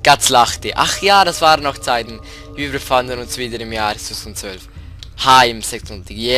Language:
Swiss German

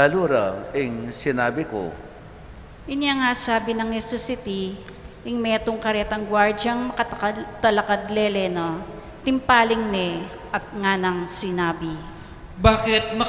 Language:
Pampanga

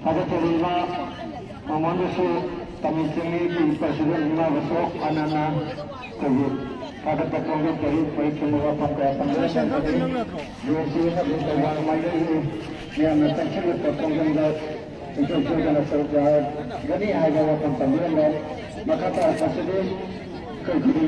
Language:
Manipuri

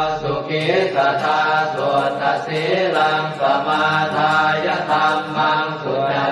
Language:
Pali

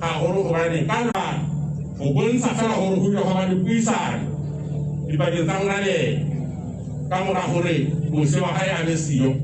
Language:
Southern Sotho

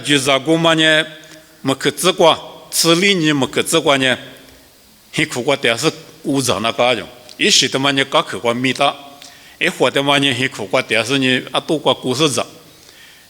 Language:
Lisu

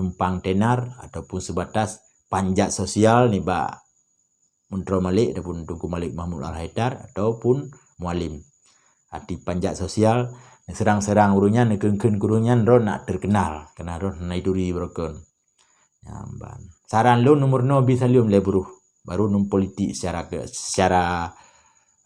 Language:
Achinese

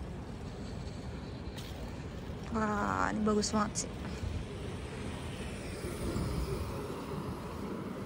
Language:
Indonesian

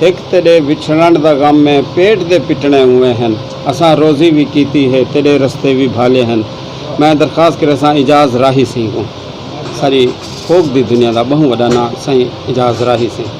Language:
Saraiki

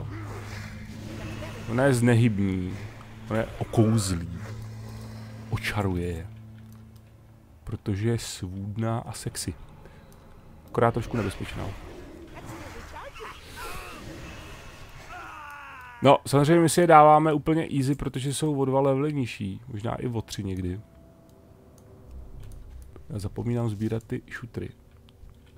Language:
Czech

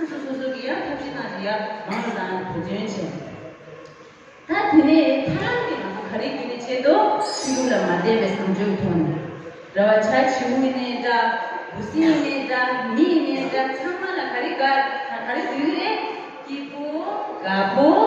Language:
Tibetan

